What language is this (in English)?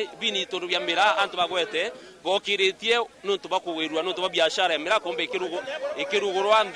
Meru